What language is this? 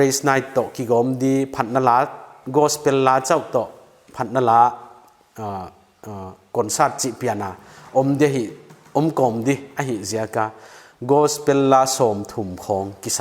Paite Chin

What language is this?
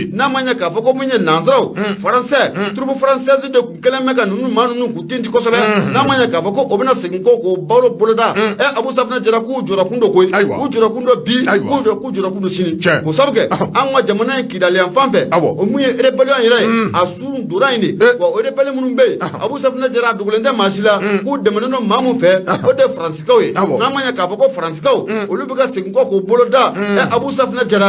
Bambara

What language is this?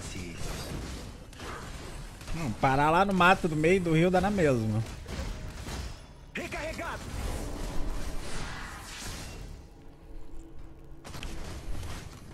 Portuguese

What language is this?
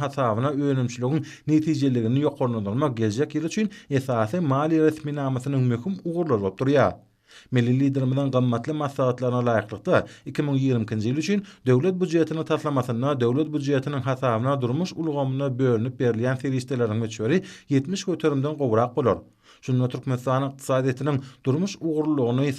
Turkmen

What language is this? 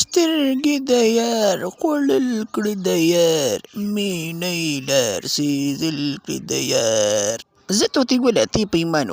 Pashto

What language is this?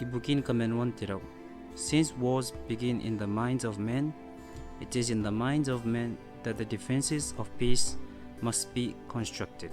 Gilbertese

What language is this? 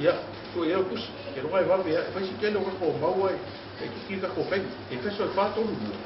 Samoan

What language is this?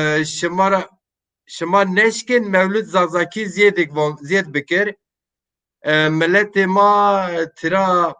Zaza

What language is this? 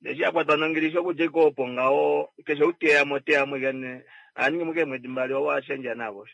Kuanyama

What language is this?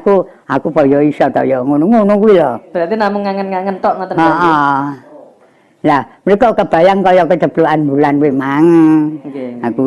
Javanese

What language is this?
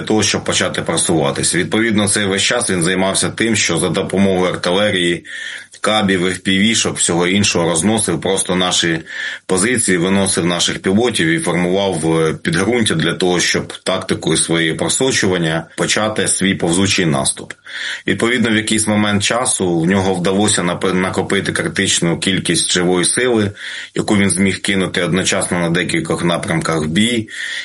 Ukrainian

